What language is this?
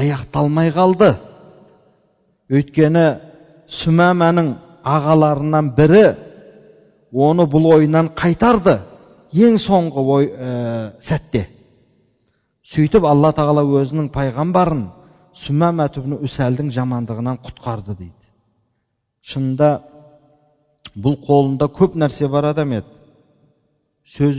Kazakh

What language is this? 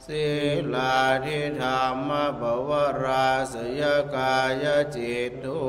Pali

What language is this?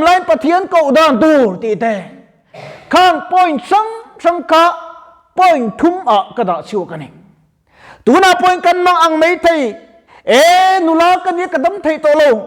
Mizo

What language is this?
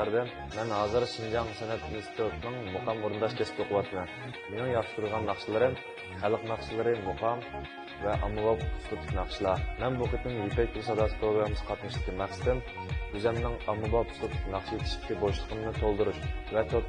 Uyghur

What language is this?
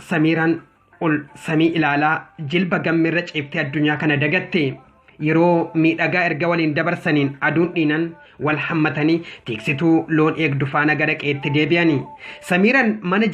Oromo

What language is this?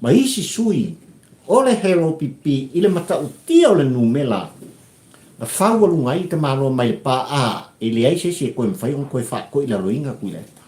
Samoan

